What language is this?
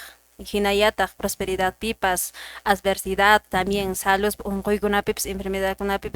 Quechua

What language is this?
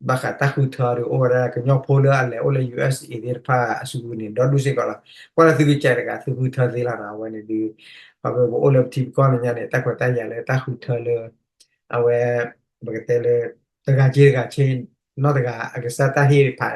S'gaw Karen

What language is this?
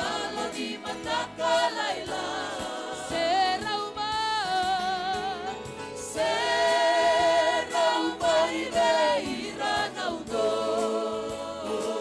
Fijian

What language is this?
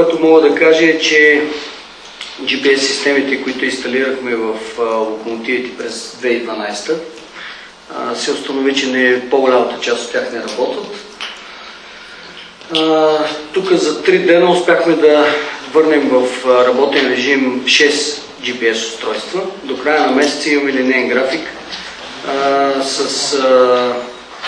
Bulgarian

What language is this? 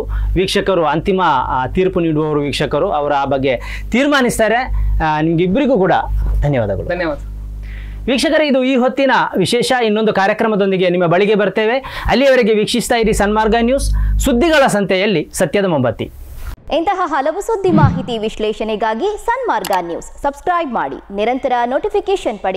Kannada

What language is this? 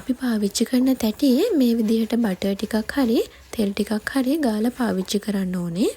Sinhala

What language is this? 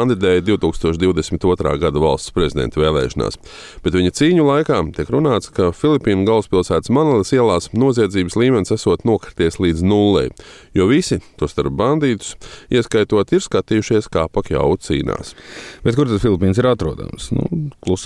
Latvian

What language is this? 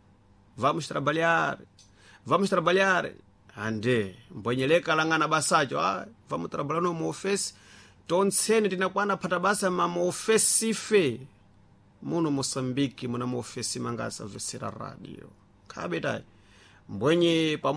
Sena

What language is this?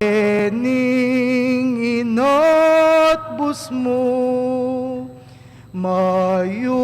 Pampanga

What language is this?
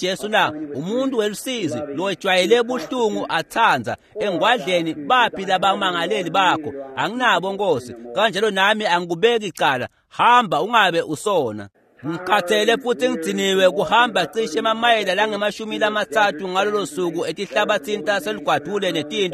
Swati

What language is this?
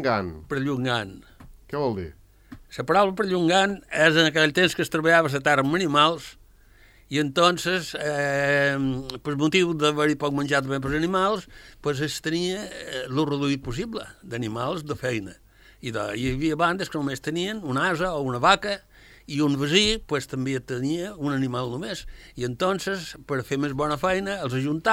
Catalan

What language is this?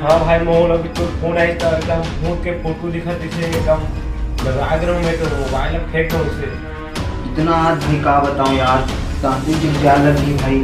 Chhattisgarhi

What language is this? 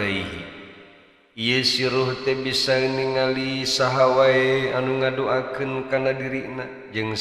Sundanese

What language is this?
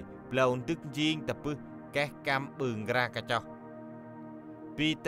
Central Mnong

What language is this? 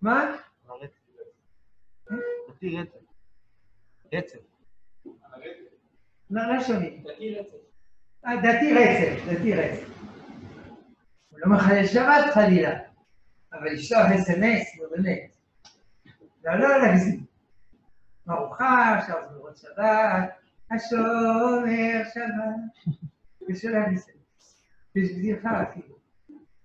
Hebrew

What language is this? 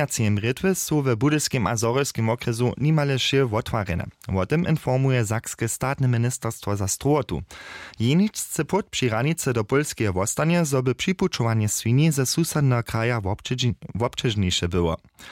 Upper Sorbian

